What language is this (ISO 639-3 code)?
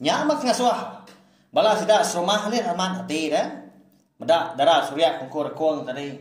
iba